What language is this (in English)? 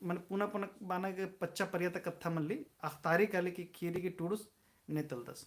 Kurukh